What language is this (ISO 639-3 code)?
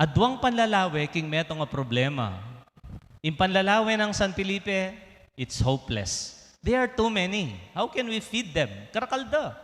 pam